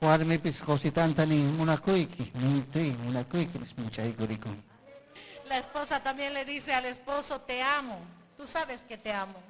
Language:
Ayacucho Quechua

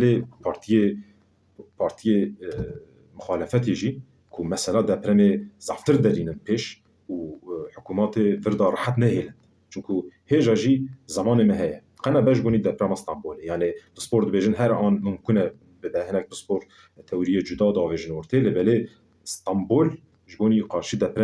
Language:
Kurdish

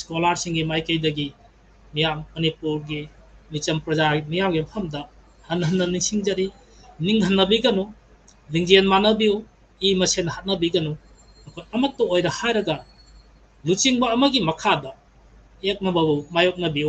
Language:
Manipuri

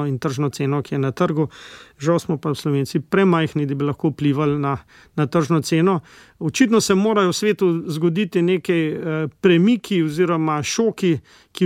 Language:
Slovenian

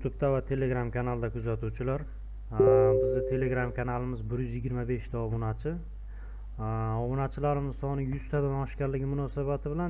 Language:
Uzbek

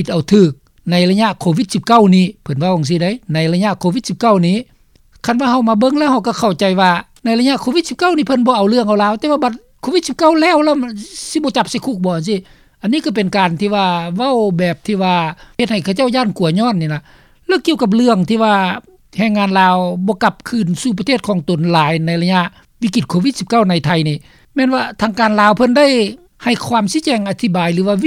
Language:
Lao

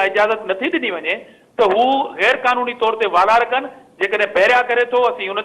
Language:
Sindhi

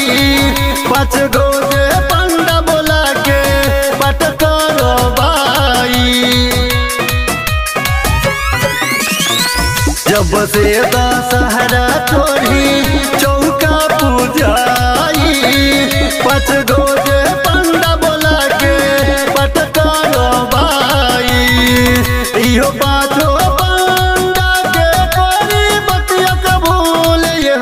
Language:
Bhojpuri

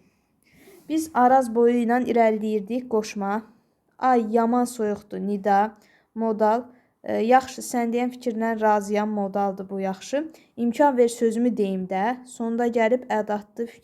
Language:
Azerbaijani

